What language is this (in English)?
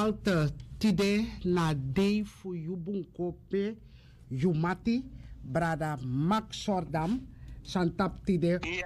Sranan Tongo